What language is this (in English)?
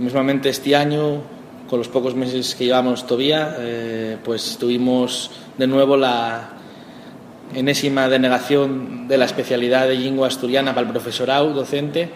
Asturian